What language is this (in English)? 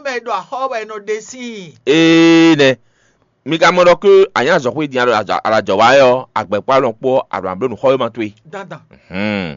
Fon